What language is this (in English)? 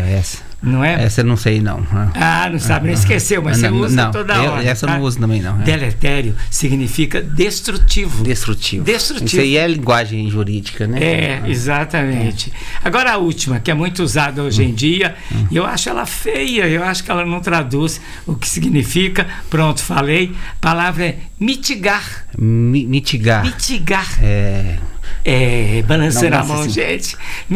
Portuguese